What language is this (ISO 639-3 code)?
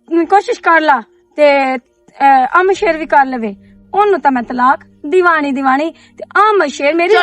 lah